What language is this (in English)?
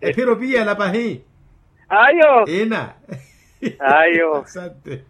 Makhuwa